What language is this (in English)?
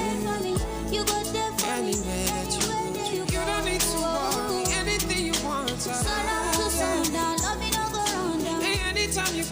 Nyankole